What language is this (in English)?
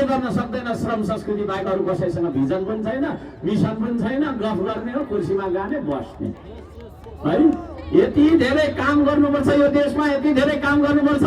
Nepali